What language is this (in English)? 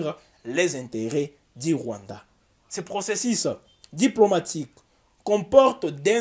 French